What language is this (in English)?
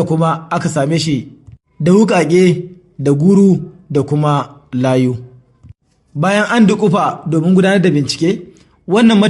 Hausa